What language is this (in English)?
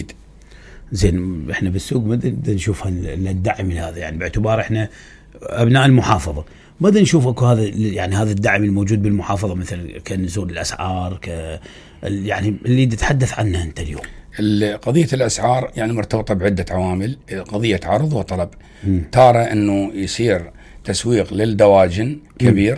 Mesopotamian Arabic